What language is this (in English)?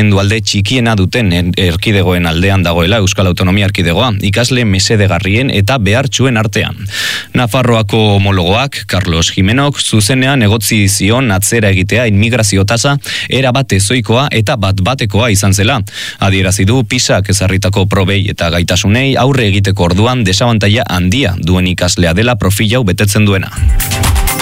Basque